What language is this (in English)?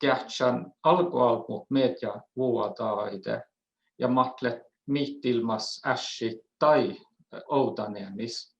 Northern Sami